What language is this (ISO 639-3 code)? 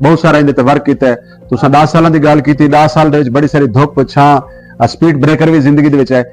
skr